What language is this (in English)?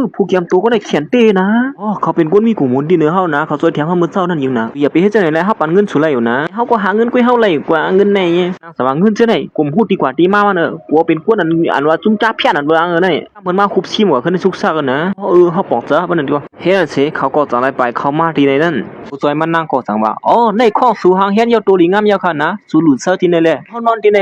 Shan